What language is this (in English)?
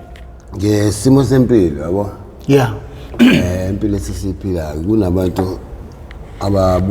Zulu